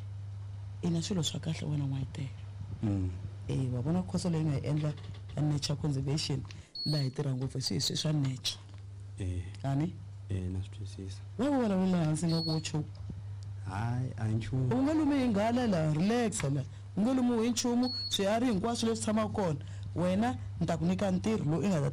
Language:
Tsonga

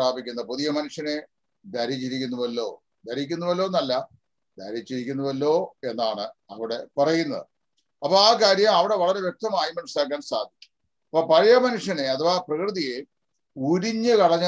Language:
Malayalam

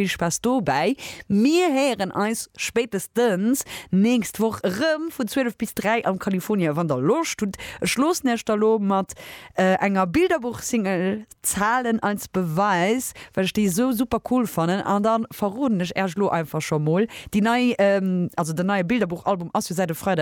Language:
Luxembourgish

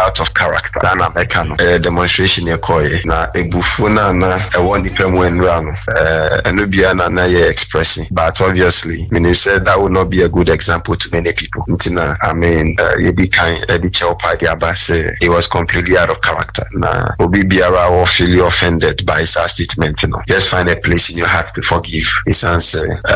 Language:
Akan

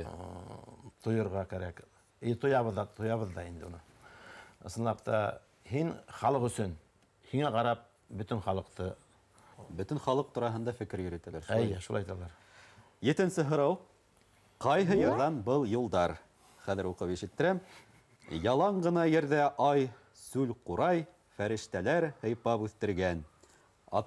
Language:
Bashkir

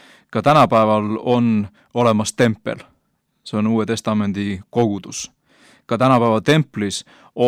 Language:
Estonian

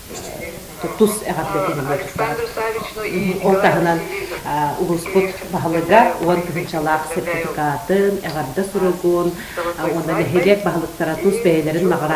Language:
Yakut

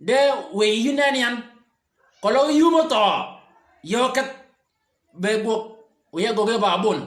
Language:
Shilluk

